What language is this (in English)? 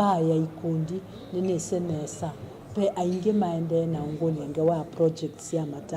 Kamba